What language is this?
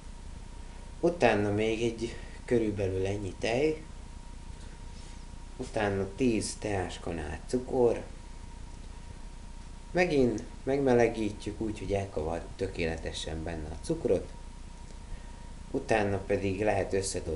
Hungarian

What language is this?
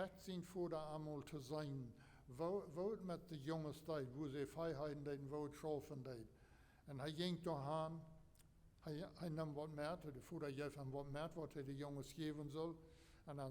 Plautdietsch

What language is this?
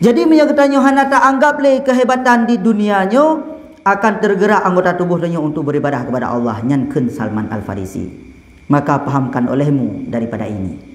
Achinese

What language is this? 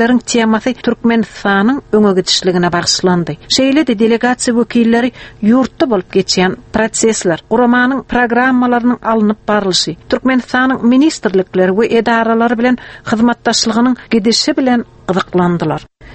Turkmen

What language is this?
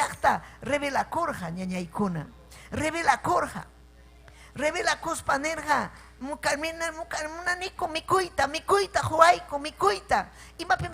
Ayacucho Quechua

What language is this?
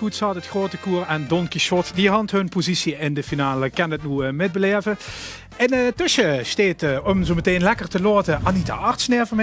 Limburgish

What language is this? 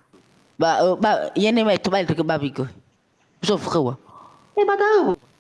Nias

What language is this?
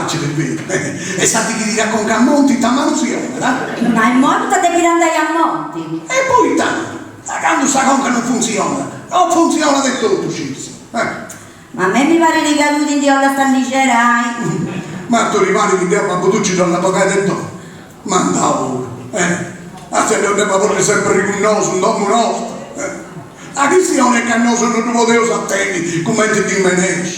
Sardinian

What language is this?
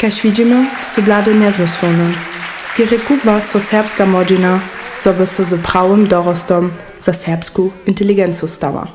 Upper Sorbian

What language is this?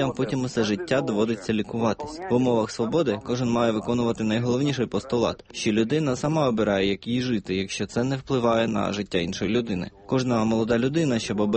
Ukrainian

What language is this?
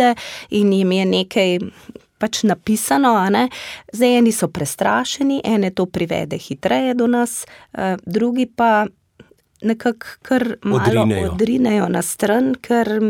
Slovenian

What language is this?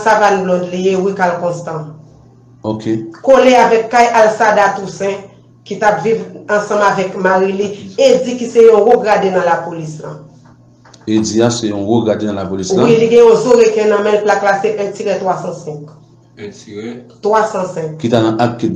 Haitian Creole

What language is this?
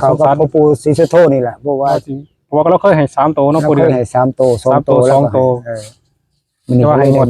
Northeastern Thai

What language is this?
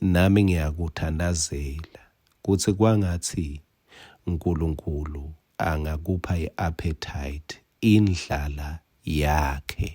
Swati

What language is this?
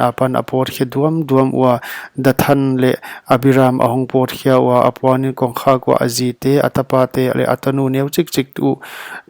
Paite Chin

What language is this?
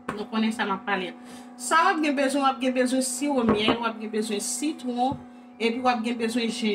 Haitian Creole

